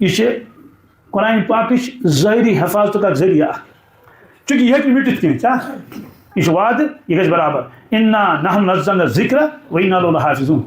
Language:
Kashmiri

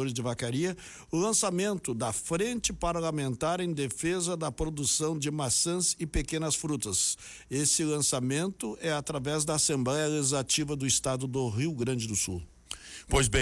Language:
Portuguese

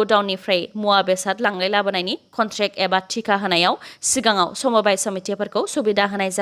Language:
Bodo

